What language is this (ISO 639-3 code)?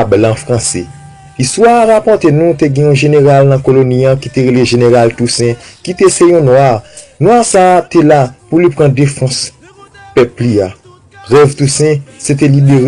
hat